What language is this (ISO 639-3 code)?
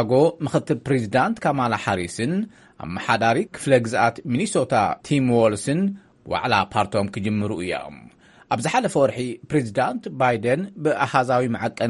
tir